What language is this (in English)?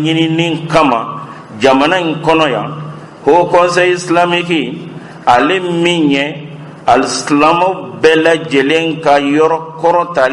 Bambara